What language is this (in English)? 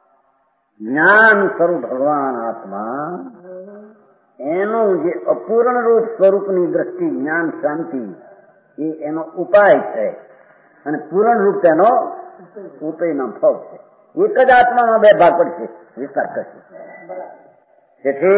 Gujarati